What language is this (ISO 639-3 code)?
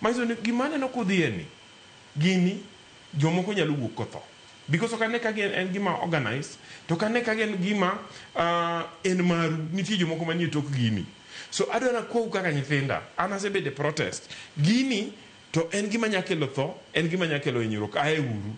luo